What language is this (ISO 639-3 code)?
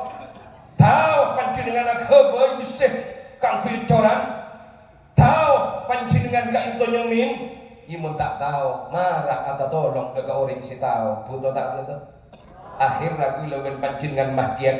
mad